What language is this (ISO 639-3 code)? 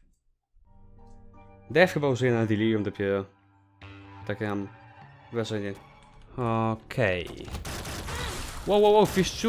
pol